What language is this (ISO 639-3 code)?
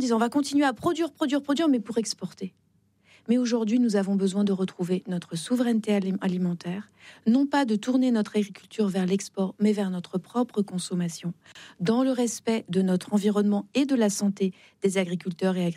fra